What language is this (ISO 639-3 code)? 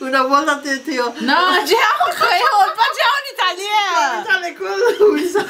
mfe